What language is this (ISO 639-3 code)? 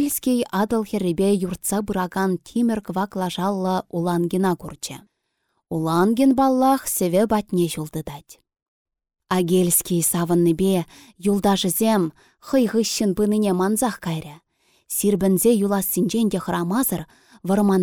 chv